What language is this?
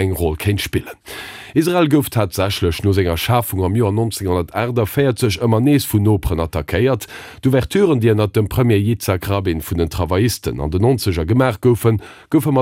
Luxembourgish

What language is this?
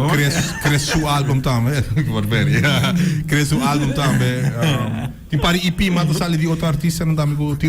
Papiamento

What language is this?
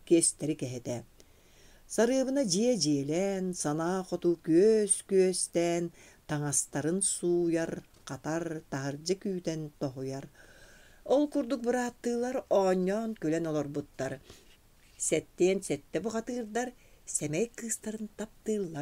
Yakut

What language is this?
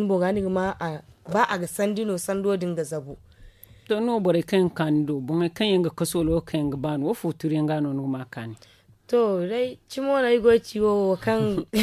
Zarma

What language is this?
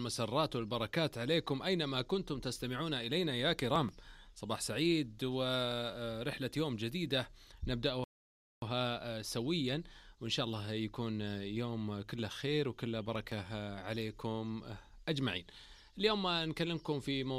Najdi Arabic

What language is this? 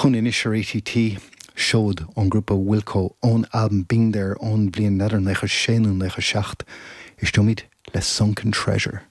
Irish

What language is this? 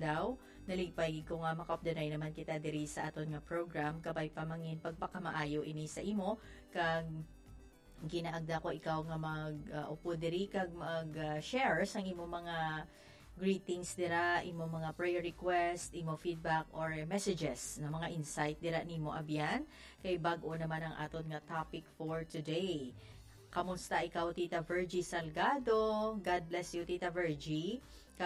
Hiligaynon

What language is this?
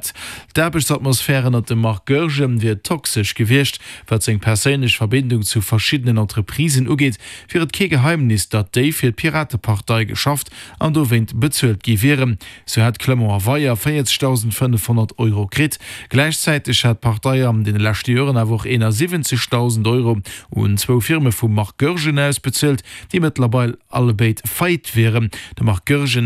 Luxembourgish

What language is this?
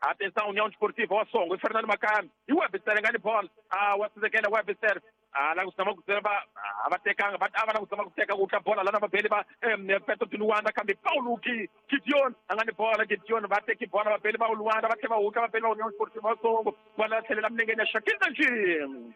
Tsonga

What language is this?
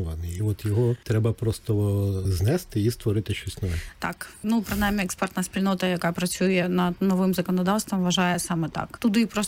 Ukrainian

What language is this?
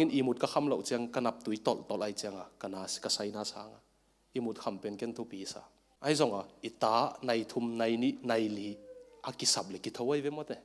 Tedim Chin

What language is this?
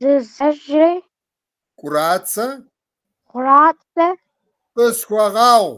Kabardian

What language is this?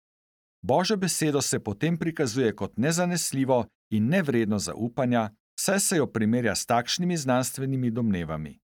Slovenian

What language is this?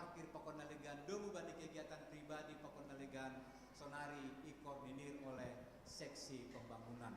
Batak Simalungun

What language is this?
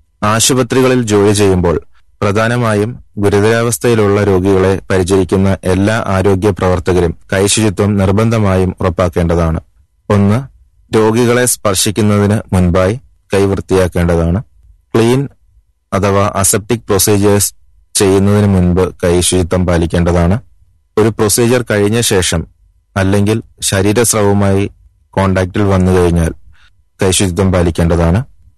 Malayalam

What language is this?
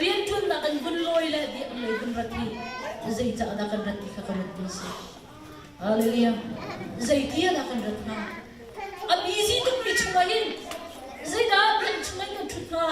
Hakha Chin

